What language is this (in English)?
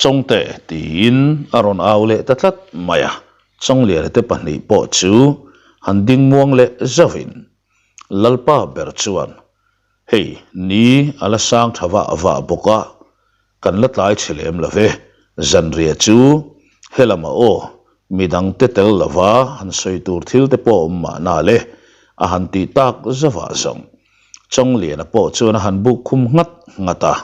Mizo